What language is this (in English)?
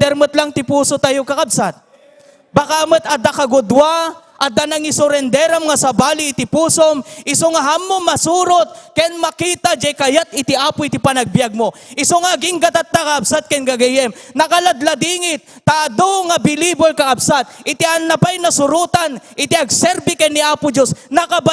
Iloko